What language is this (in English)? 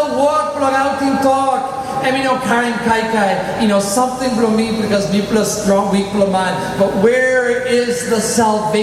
Tok Pisin